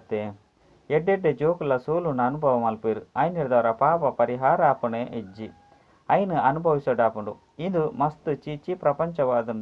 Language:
Tulu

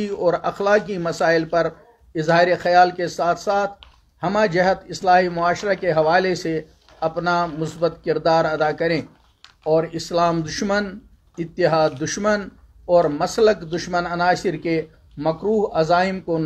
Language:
Urdu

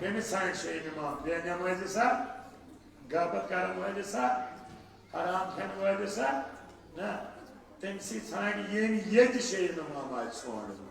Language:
Kashmiri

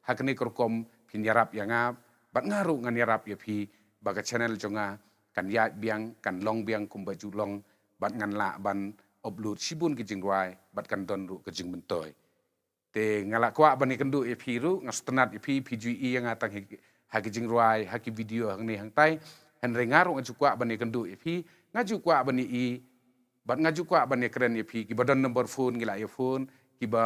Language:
Khasi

